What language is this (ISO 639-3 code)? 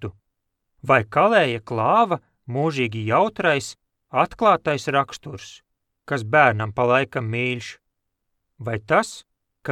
lav